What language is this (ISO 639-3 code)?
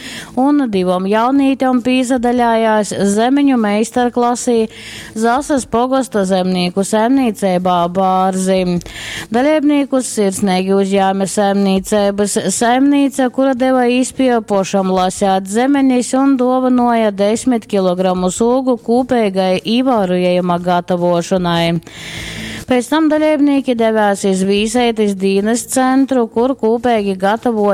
ltg